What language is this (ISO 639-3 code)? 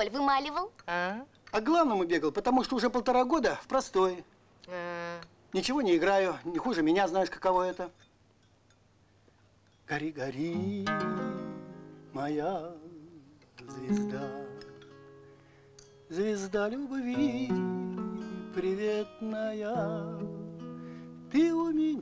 rus